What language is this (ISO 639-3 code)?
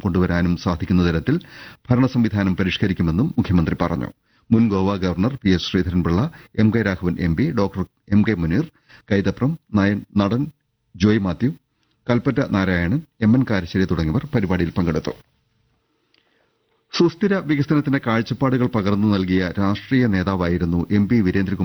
mal